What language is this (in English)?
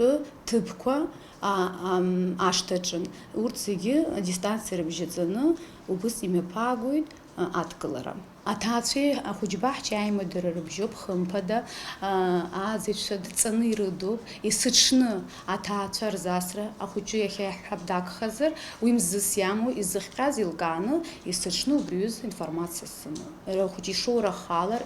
Abkhazian